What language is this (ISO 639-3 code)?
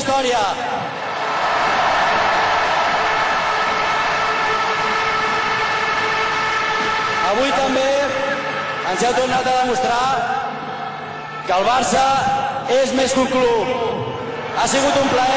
cat